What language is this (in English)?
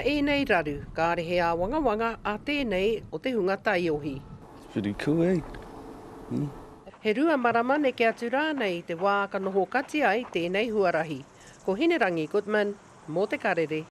Māori